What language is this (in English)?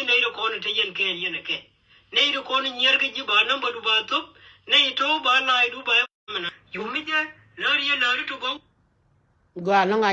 Nuer